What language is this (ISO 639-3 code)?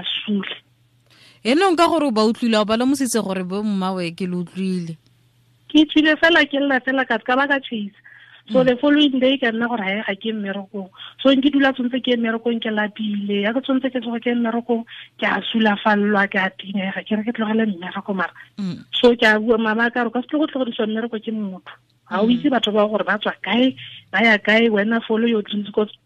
tsn